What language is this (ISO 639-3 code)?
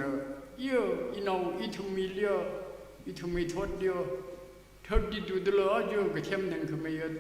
nmf